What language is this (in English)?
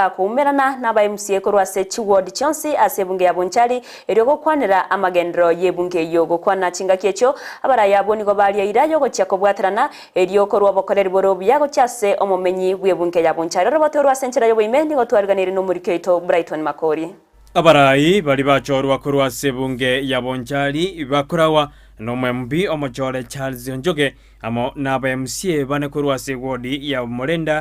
Gusii